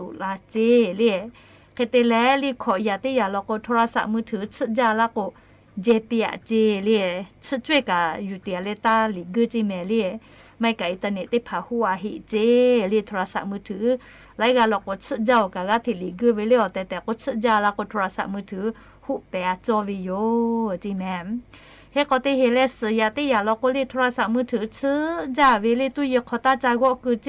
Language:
Lahu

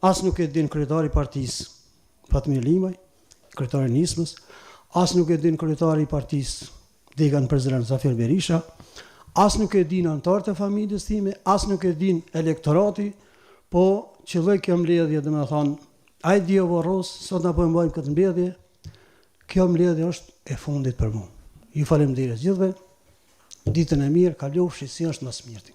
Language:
Albanian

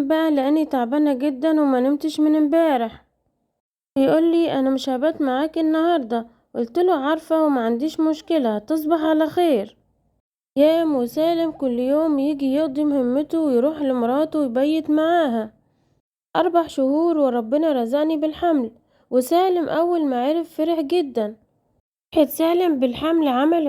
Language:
Egyptian Arabic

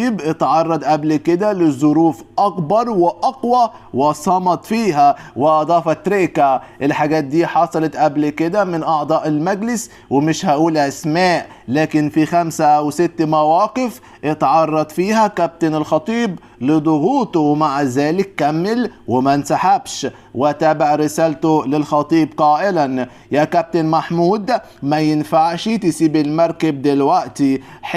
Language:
Egyptian Arabic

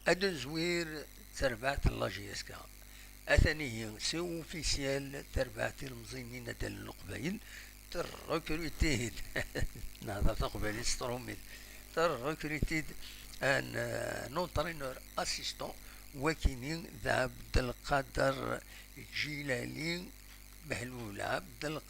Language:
Kabyle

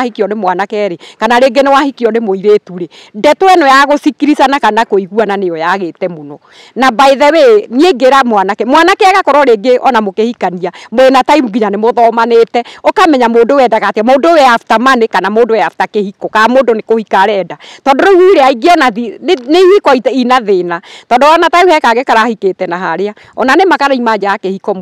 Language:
Kikuyu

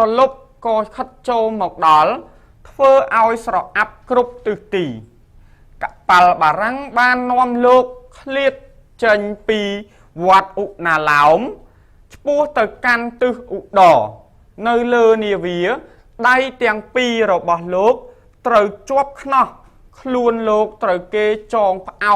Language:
Khmer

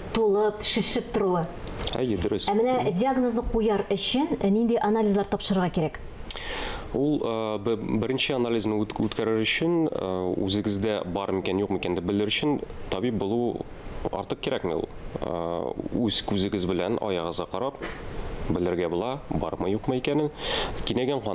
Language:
Tatar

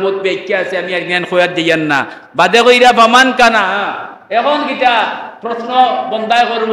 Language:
Sylheti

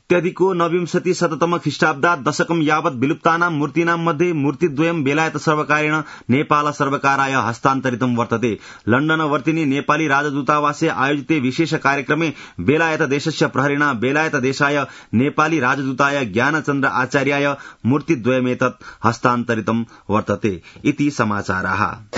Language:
Sanskrit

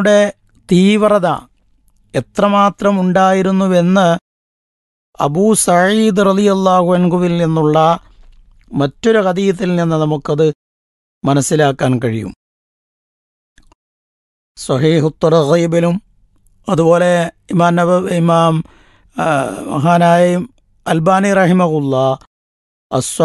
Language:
Malayalam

